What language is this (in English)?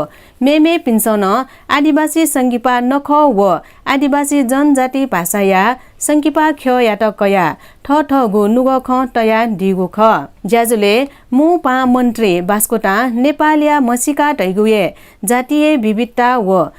Newari